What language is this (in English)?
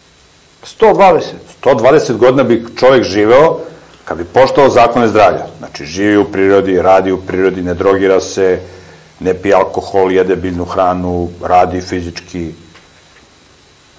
Serbian